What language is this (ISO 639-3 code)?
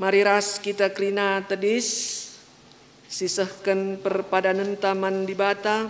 btx